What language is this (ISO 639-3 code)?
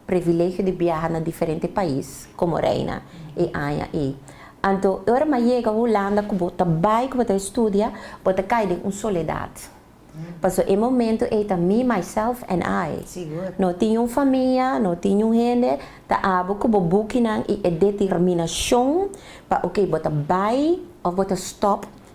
pap